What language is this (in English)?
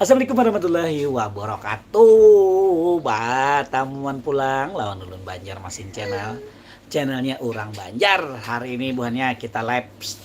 Banjar